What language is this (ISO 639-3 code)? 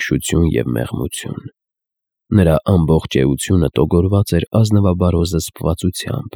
hye